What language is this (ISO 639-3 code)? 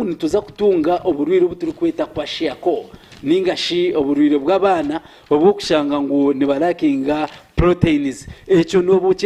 nyn